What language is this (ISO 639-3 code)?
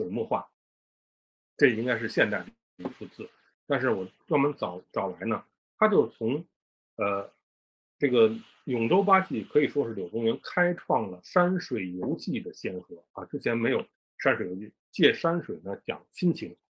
zho